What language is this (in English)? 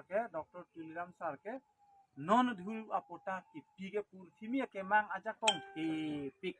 Karbi